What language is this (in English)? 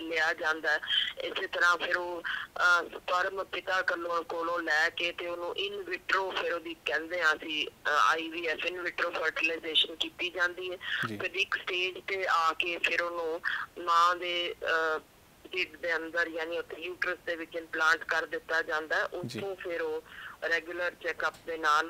Punjabi